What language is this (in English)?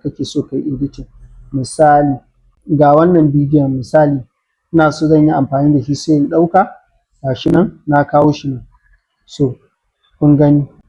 Hausa